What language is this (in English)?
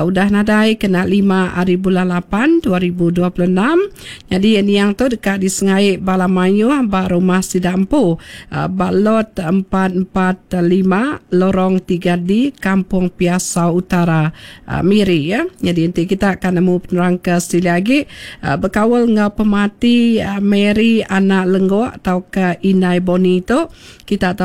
Iban